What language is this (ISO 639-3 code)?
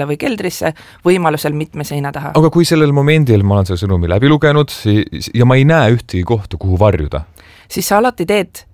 est